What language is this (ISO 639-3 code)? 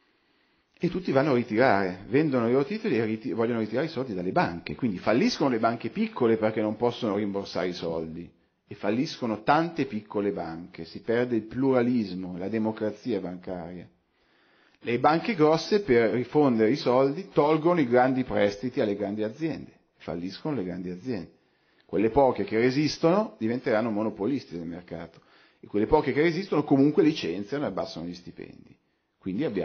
ita